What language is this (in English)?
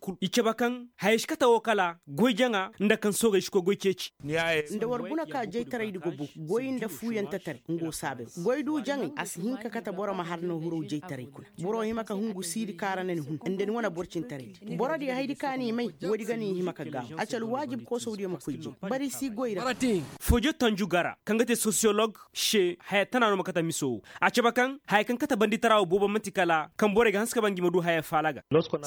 Koyraboro Senni